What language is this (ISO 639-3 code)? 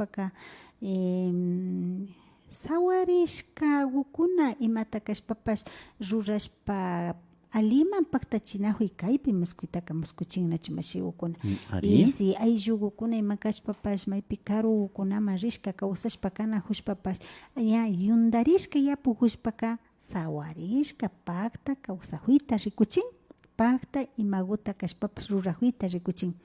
qvi